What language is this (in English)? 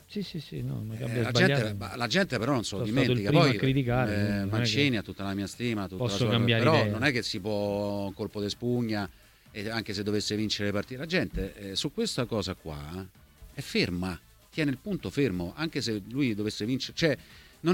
Italian